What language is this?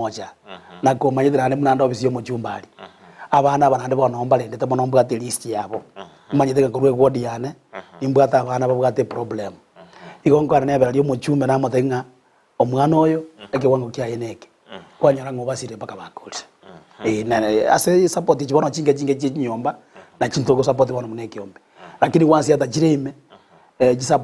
Gusii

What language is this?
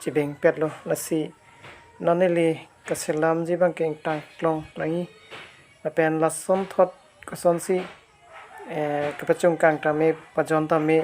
Karbi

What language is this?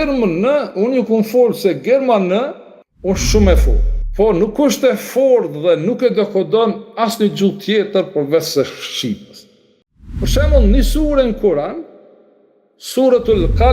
Albanian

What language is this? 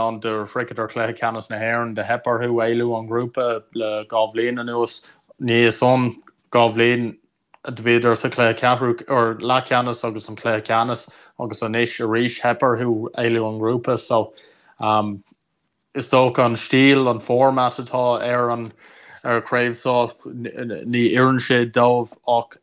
Irish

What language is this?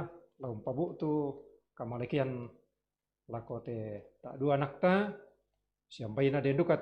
Toraja-Sa'dan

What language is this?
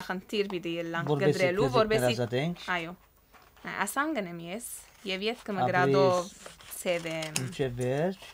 Western Armenian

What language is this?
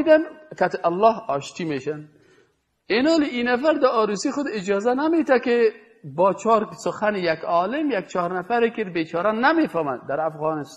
Persian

